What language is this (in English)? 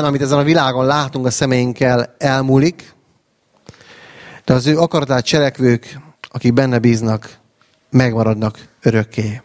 Hungarian